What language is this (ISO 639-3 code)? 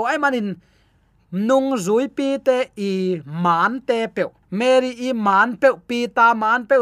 ctd